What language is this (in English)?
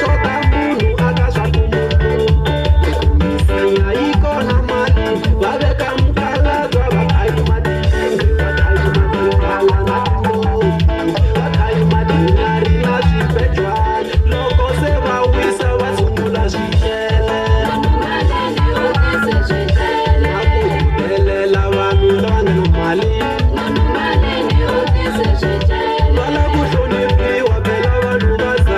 Tsonga